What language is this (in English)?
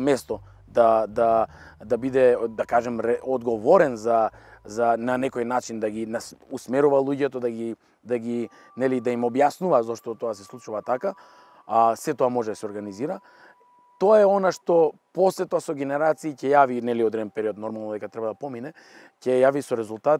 Macedonian